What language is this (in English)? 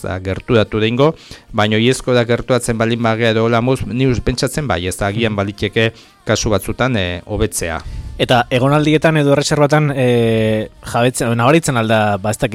Basque